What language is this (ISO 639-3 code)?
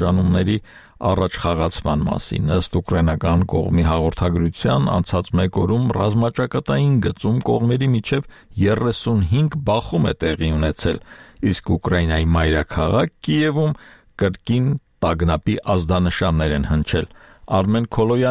hye